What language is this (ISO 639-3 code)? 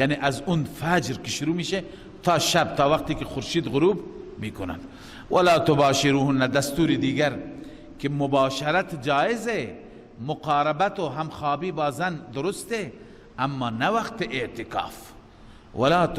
fas